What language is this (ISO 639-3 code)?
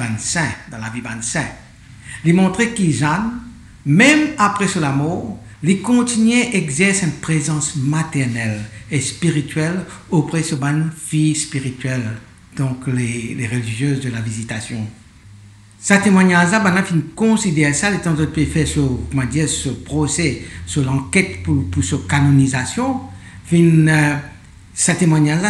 mfe